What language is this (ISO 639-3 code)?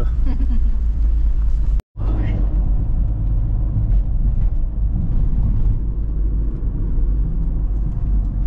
bos